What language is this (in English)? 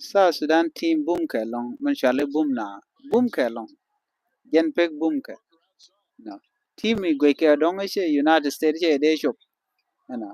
Nuer